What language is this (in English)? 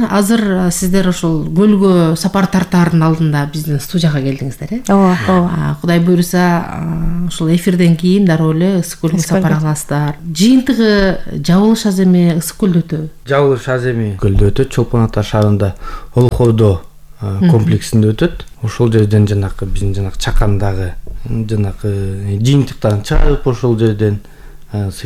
Kyrgyz